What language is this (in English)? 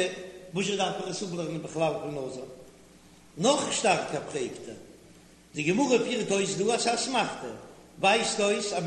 Yiddish